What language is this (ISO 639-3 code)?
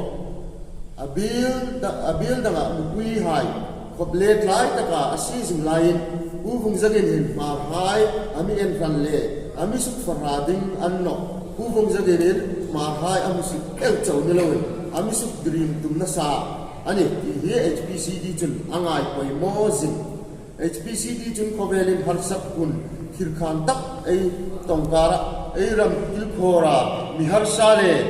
hmr